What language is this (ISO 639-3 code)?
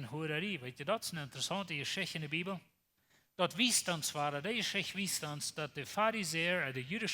pdt